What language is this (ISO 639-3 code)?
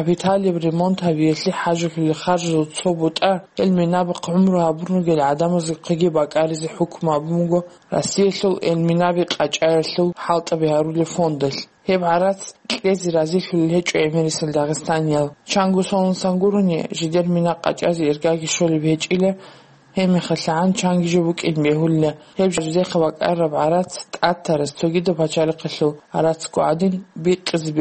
ava